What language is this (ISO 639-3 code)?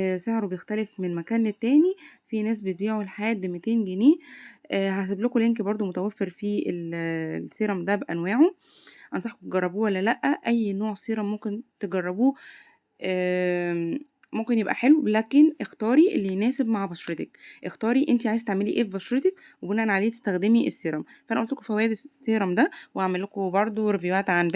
arz